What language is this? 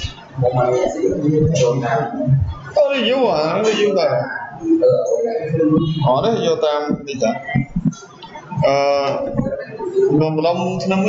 Vietnamese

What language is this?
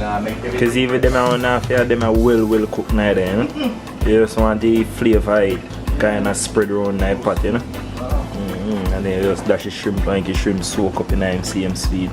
Jamaican Creole English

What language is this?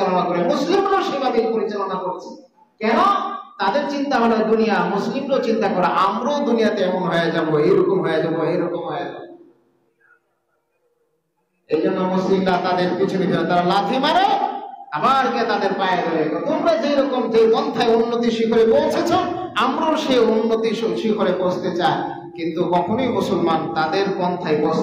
Bangla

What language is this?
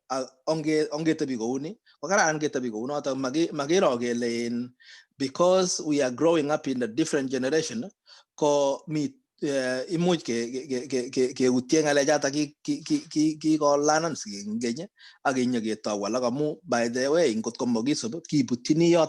Kalenjin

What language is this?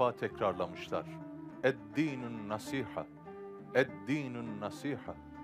Turkish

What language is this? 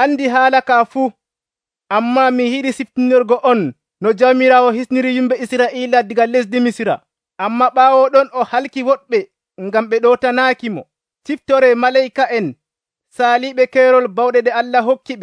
Nigerian Fulfulde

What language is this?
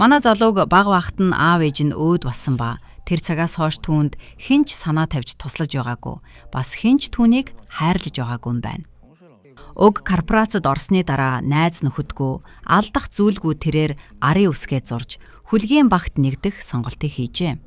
Mongolian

